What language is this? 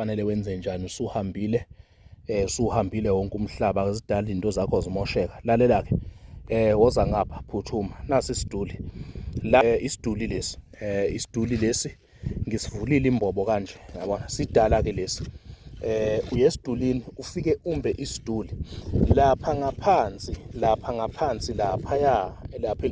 Zulu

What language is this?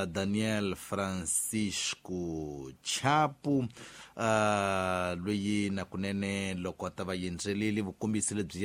Tsonga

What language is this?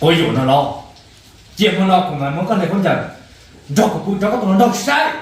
Hmong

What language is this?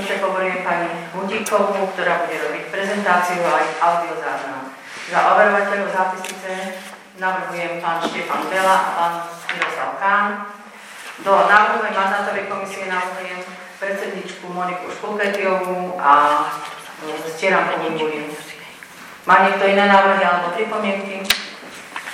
Slovak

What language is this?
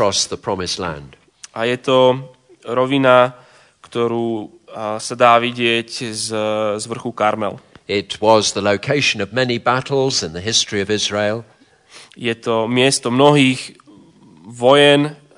Slovak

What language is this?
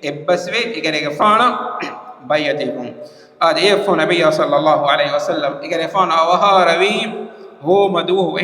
Divehi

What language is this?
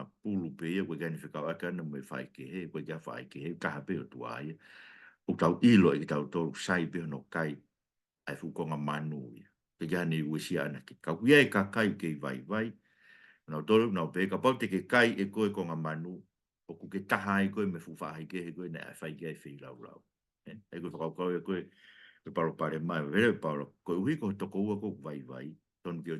Tongan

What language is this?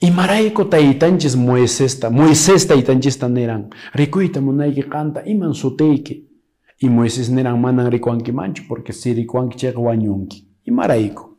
Quechua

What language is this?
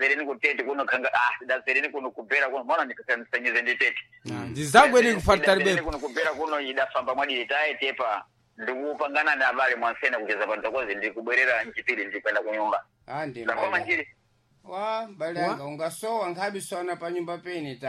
Sena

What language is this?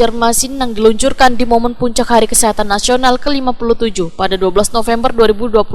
Banjar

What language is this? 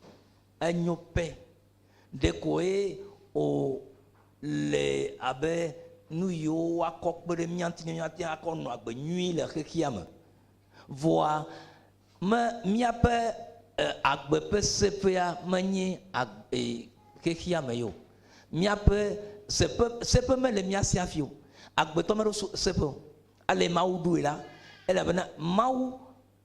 Ewe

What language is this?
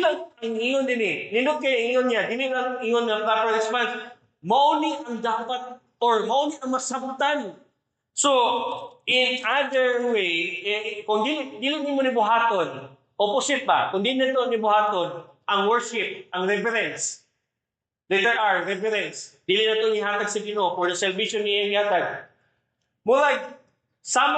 Cebuano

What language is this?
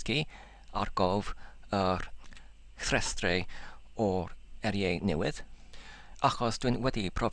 Welsh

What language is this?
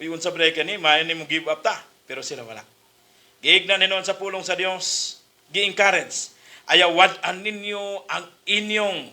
Cebuano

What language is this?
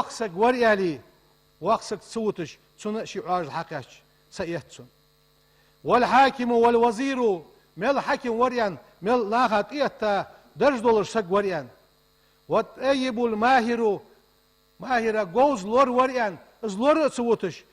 Ingush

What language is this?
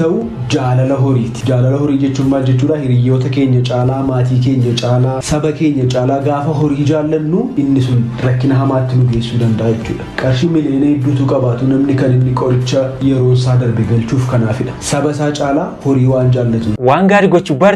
Oromo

